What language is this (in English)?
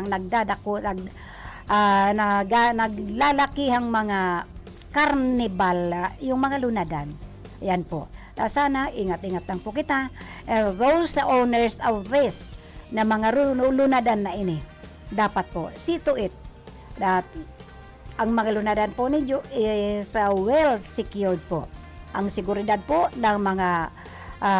Bikol